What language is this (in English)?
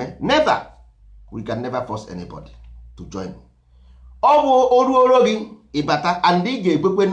Igbo